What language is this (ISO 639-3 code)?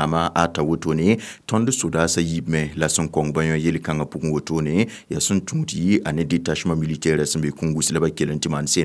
mos